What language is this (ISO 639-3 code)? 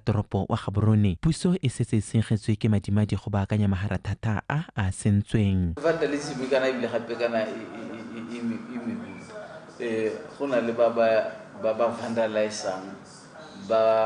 tsn